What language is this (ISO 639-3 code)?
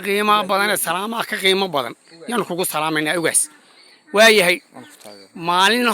som